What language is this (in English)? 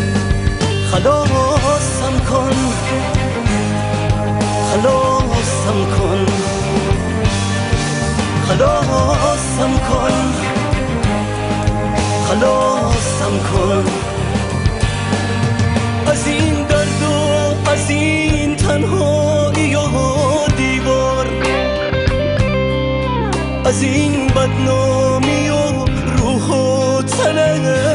Persian